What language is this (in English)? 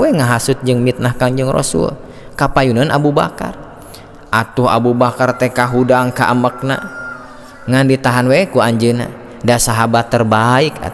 Sundanese